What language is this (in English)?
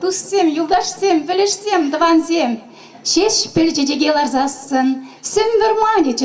Chuvash